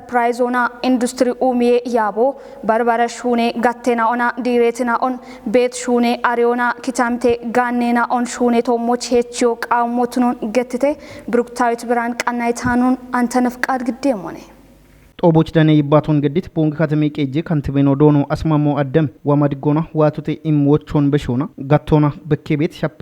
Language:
Kafa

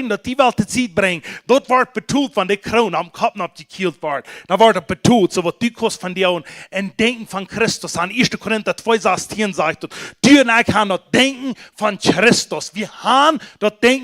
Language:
Plautdietsch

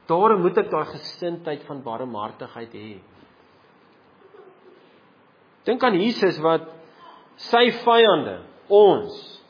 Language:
Afrikaans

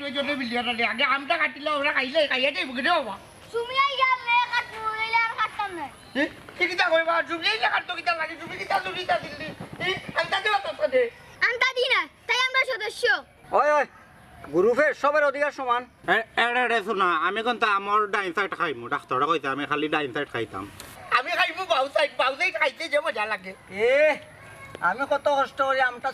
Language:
Sylheti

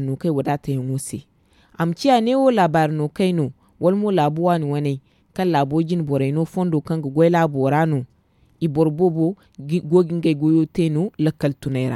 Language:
Zarma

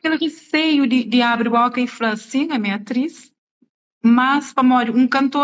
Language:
Kabuverdianu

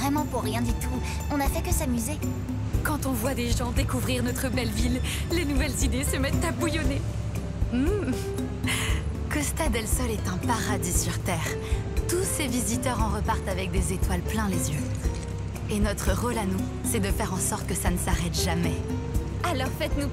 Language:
French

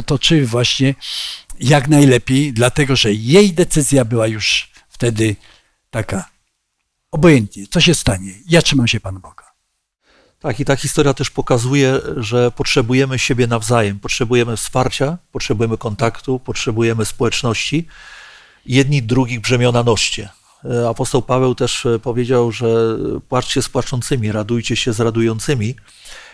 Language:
Polish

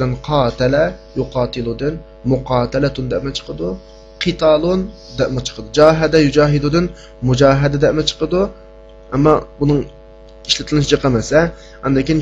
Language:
Uyghur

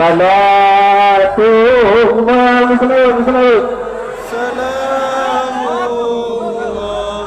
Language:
Achinese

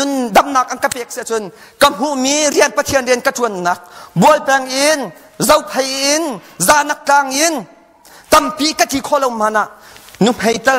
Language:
Hakha Chin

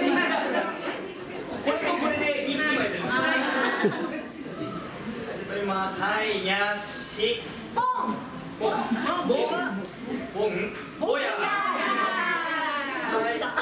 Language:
Japanese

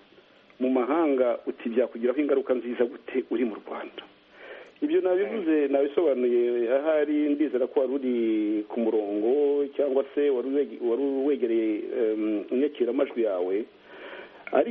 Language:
Kinyarwanda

